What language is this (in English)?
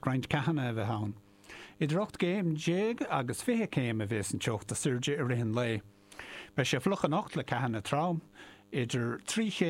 Irish